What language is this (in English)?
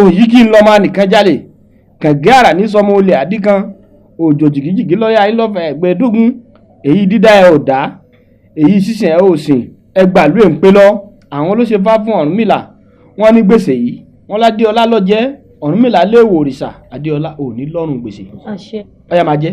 Yoruba